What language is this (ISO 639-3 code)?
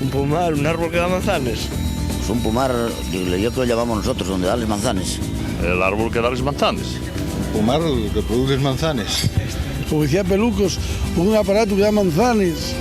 ast